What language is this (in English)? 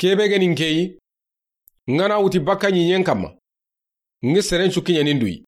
Soninke